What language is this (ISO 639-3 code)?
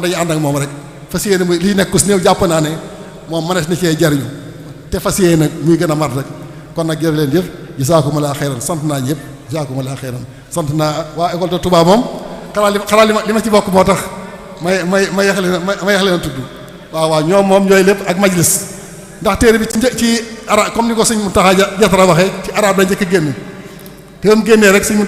wol